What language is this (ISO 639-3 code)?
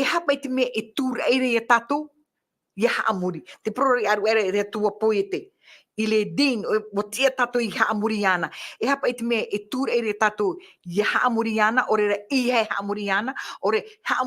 tah